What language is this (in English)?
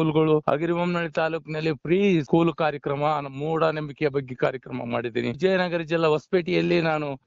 Kannada